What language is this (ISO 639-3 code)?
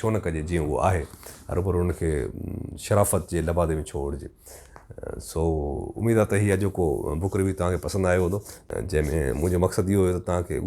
snd